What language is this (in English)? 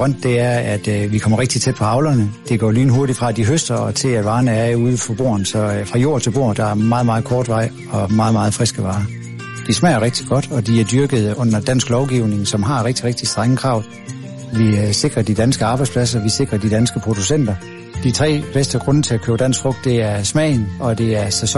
Danish